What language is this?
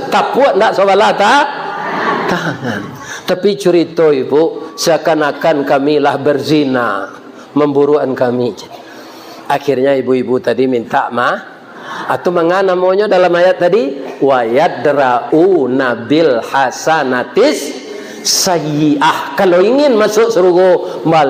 Minangkabau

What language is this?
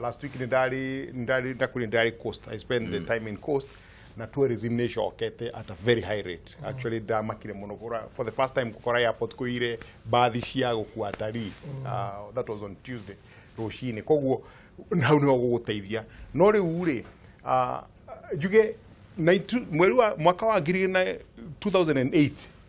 Kikuyu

